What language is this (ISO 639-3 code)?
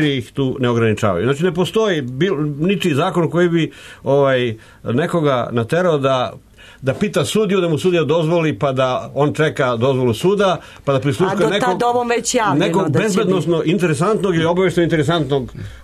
srp